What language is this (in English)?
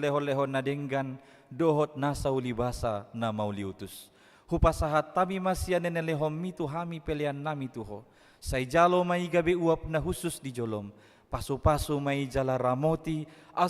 Batak Toba